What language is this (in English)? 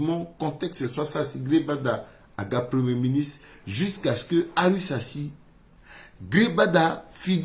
Sango